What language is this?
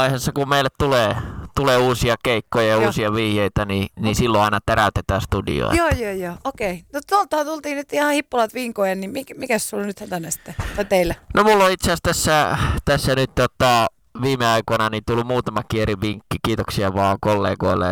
Finnish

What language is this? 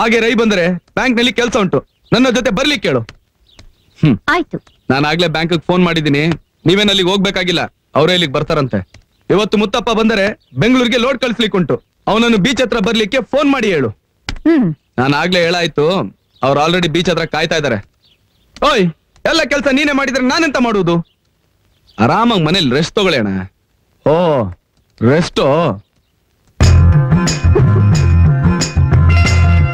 Kannada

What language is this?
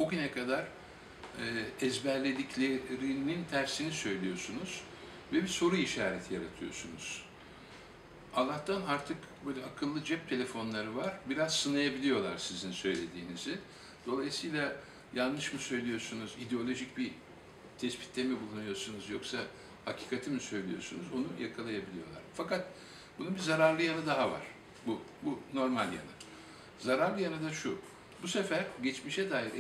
Turkish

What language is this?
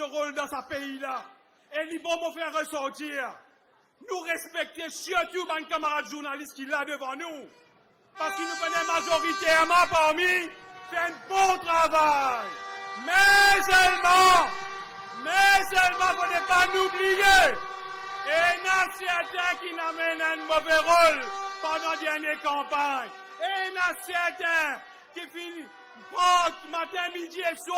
Morisyen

